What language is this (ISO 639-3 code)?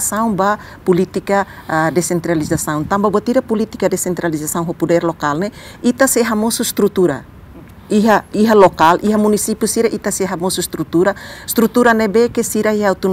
tet